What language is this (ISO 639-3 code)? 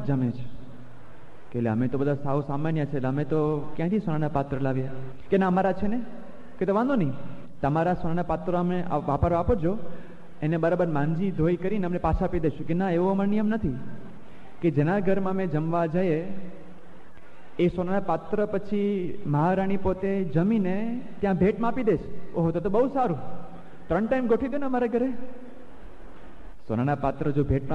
guj